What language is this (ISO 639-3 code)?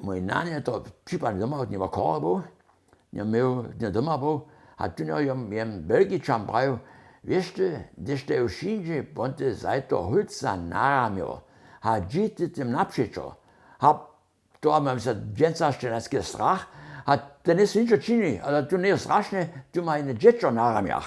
hsb